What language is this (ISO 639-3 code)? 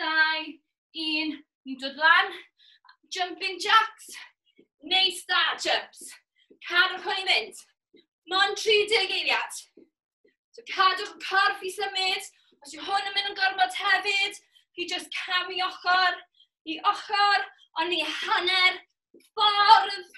cym